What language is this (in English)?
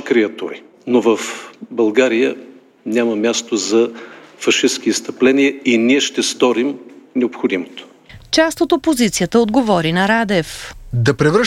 Bulgarian